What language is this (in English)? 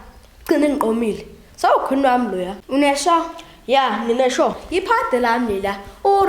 Zulu